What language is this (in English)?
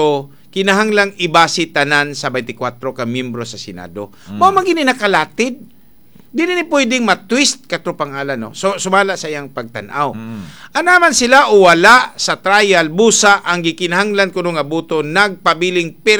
Cebuano